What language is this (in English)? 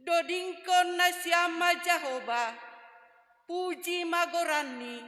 Batak Simalungun